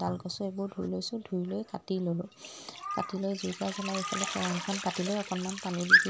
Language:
Assamese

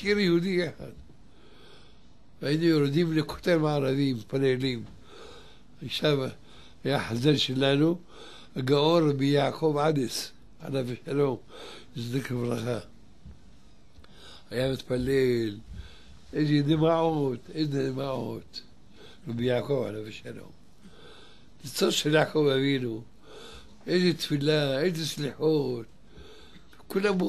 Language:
Hebrew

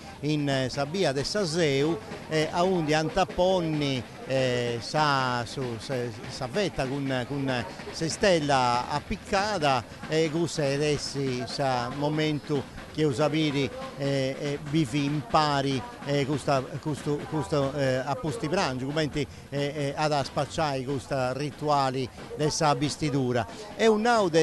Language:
Sardinian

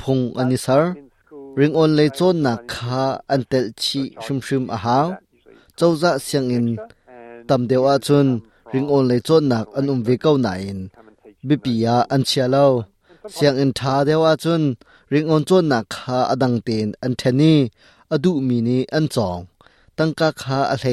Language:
Hakha Chin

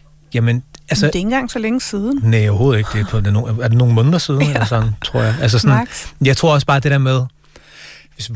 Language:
Danish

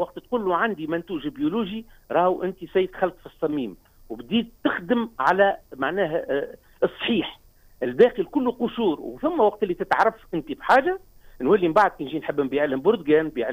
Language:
Tunisian Arabic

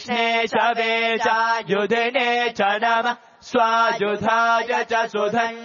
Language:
Sanskrit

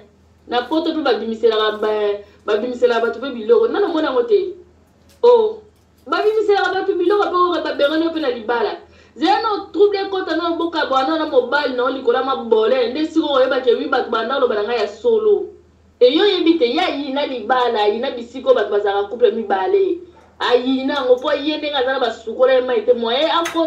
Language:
Lingala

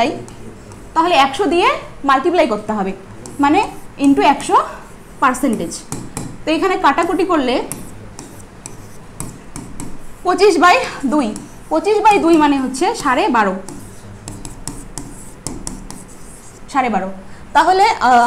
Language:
Bangla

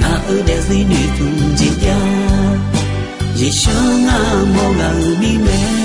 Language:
Akha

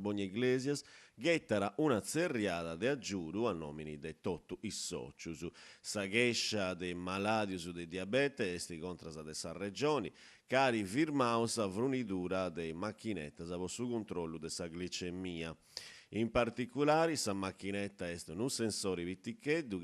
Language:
Sardinian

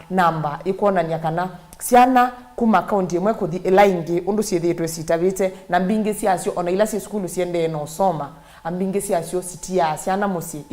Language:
Kamba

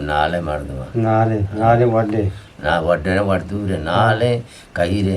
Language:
Eastern Balochi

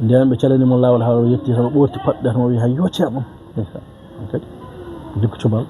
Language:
Fula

